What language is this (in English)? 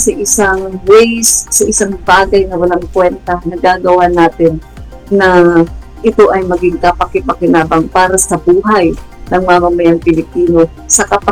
Filipino